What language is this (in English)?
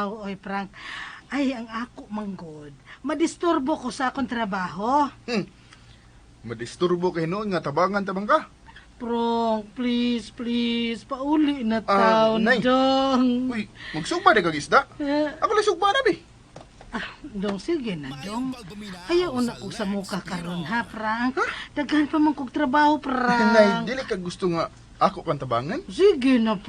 Cebuano